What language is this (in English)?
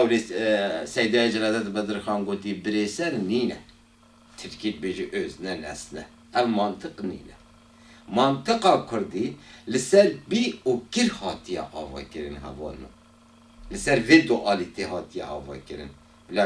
Kurdish